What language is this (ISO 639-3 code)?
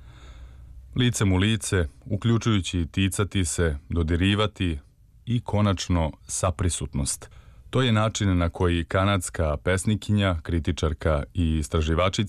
srp